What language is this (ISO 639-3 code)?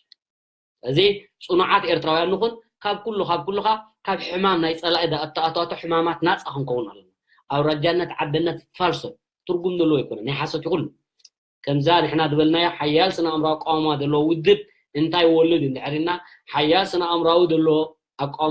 tir